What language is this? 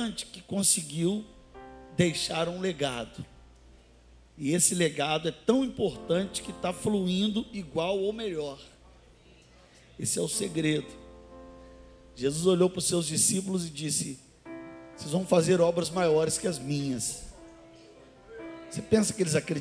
Portuguese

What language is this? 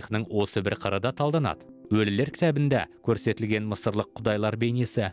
Kazakh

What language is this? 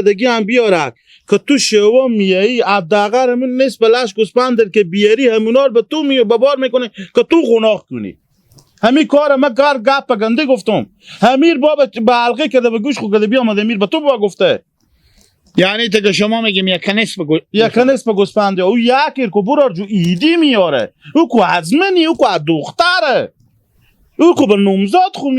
Hazaragi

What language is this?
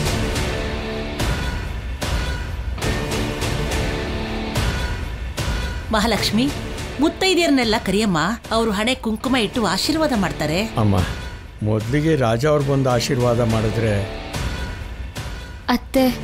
Kannada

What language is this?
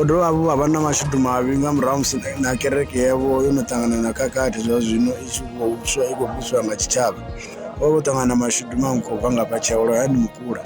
Venda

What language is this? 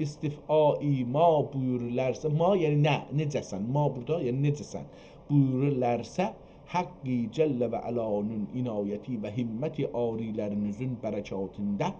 South Azerbaijani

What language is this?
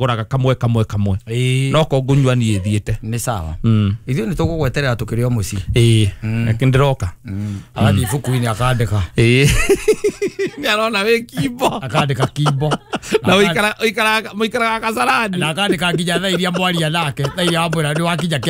Kikuyu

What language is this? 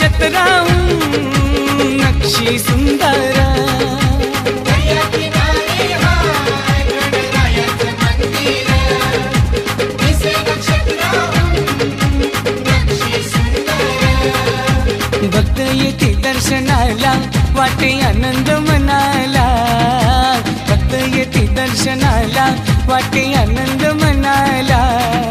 Marathi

